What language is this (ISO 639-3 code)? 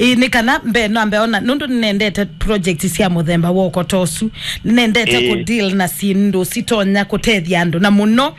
kam